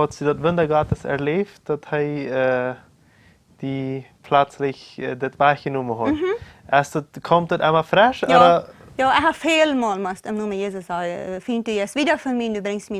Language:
Plautdietsch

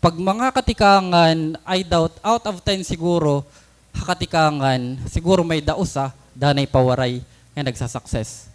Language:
Waray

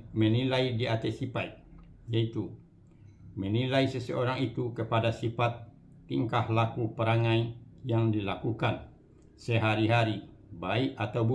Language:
Minangkabau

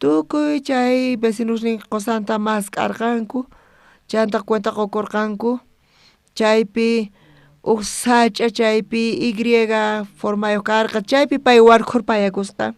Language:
South Bolivian Quechua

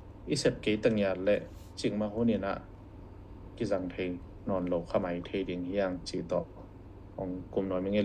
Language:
Tedim Chin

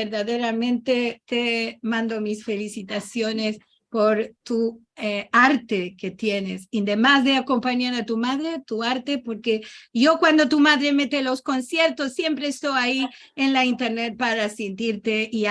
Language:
Ladino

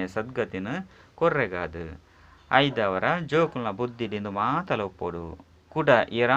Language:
Tulu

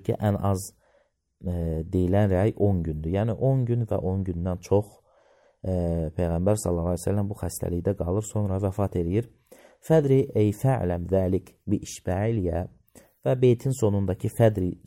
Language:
Azerbaijani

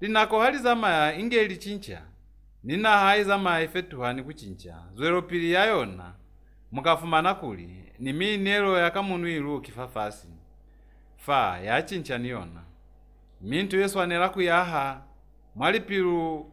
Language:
Lozi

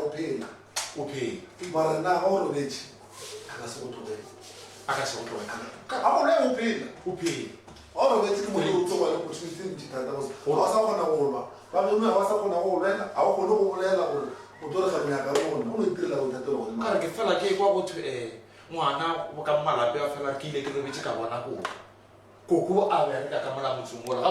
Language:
Northern Sotho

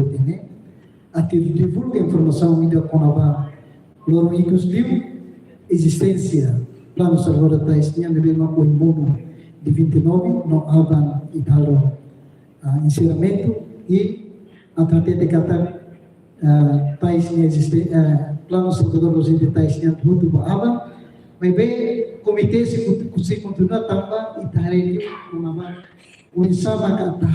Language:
Tetum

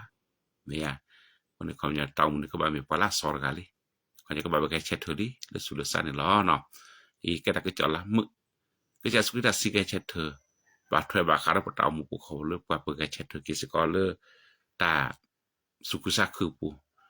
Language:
S'gaw Karen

